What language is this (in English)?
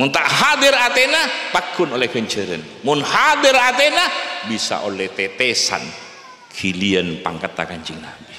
Madurese